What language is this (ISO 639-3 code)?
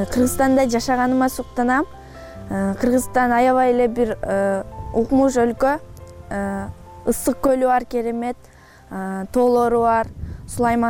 kir